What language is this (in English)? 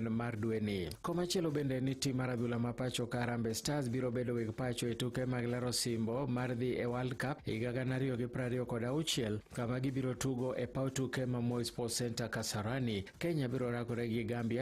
Luo (Kenya and Tanzania)